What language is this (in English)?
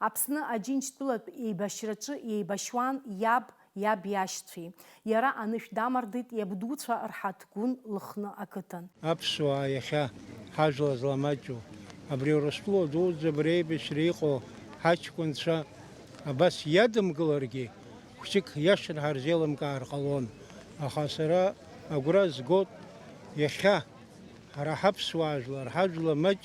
Abkhazian